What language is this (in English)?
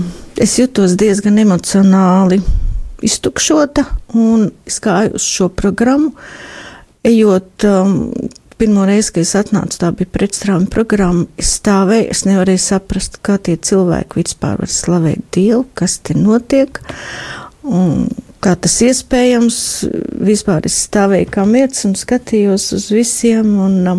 Latvian